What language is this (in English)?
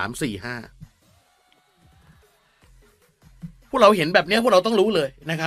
Thai